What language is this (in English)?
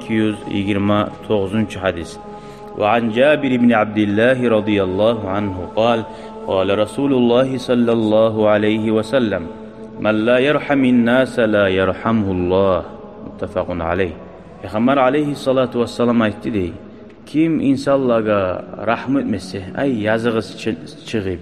Kumyk